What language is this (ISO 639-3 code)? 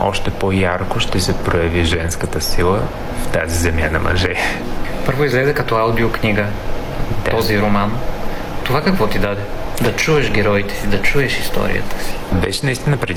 bul